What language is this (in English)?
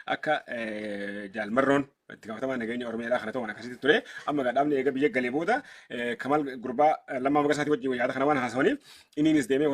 Oromo